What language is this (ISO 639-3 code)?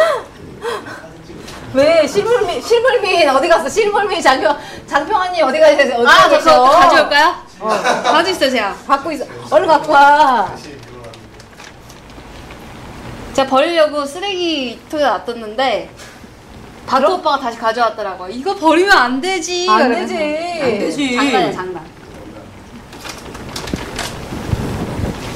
kor